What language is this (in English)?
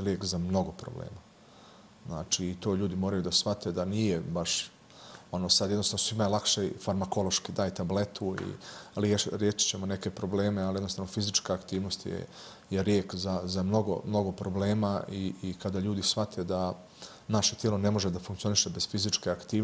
Bosnian